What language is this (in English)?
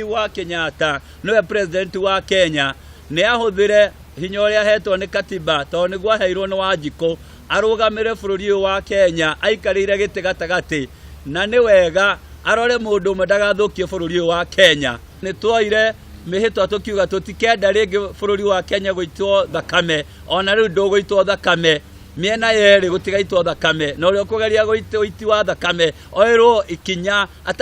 Kikuyu